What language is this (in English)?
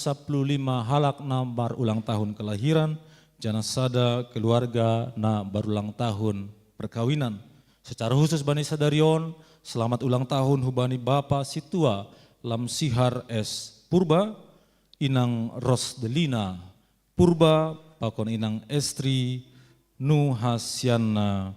Batak Simalungun